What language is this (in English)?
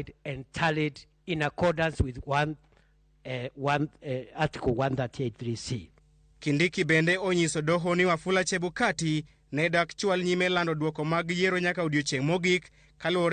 Luo (Kenya and Tanzania)